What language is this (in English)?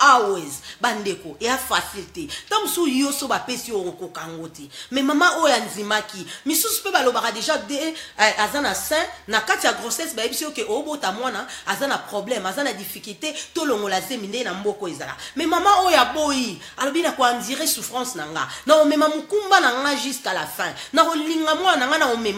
Lingala